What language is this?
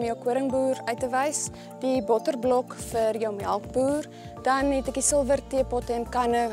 Afrikaans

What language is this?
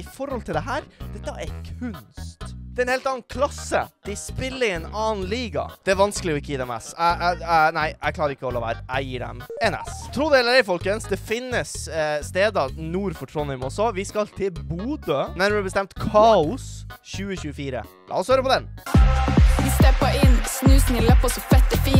Norwegian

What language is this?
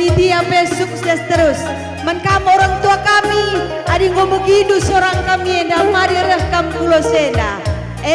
Batak Karo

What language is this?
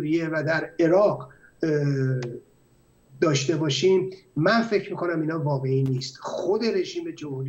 Persian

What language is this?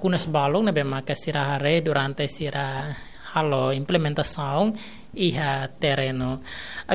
Tetum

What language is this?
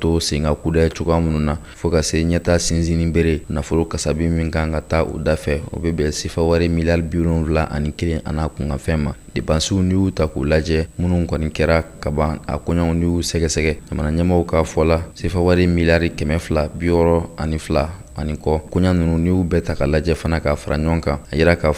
Bambara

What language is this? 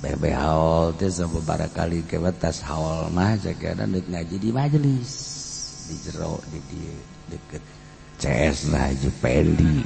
Sundanese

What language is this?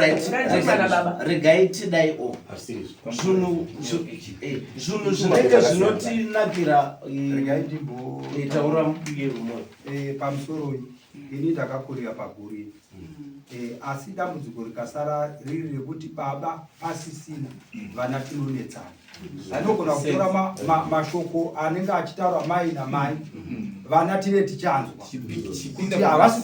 Shona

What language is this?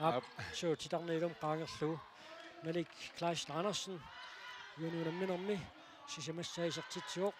Kalaallisut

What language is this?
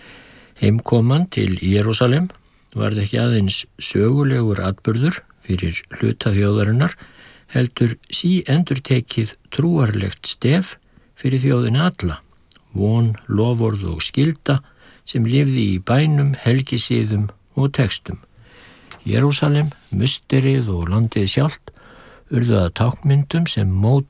Icelandic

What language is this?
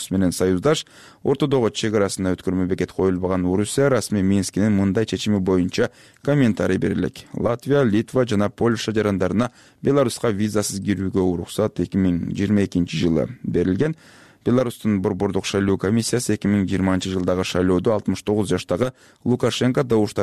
Kyrgyz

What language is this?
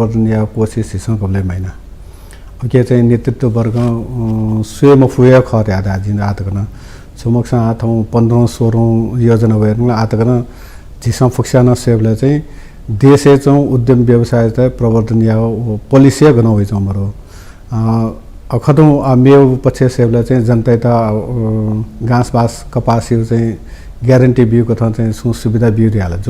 Newari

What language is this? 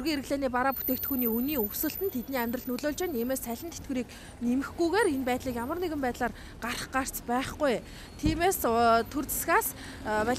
Mongolian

